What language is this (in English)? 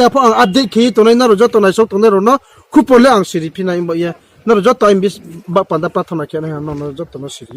Riang (India)